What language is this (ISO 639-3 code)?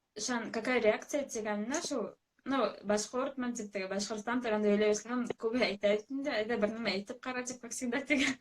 bak